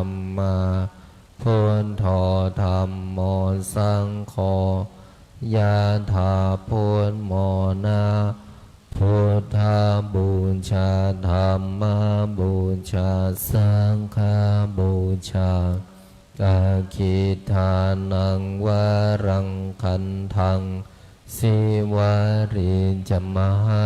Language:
Pali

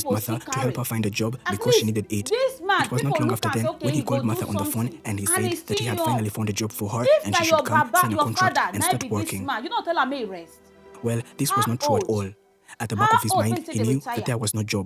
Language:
Nigerian Pidgin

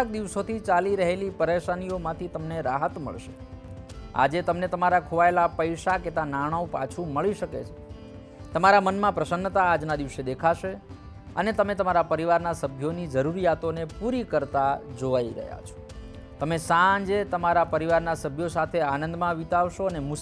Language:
Gujarati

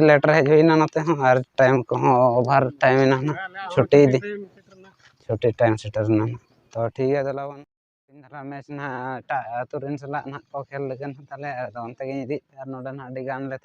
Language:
Santali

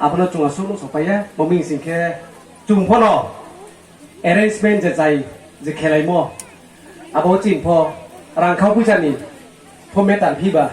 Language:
Riang (India)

